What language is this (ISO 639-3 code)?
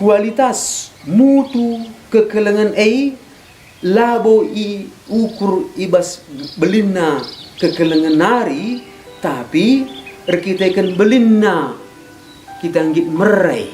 btx